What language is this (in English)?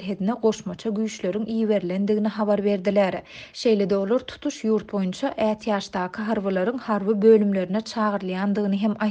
Turkmen